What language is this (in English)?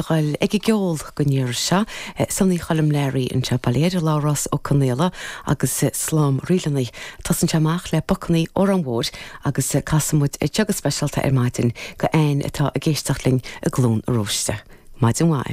Irish